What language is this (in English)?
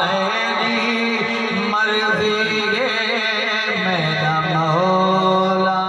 Saraiki